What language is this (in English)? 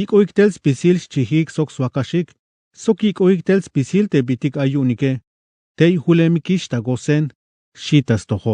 Tzeltal